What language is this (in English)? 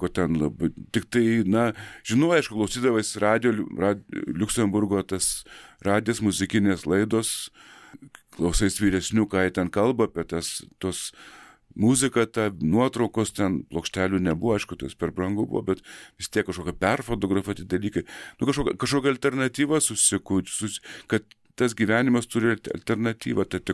Lithuanian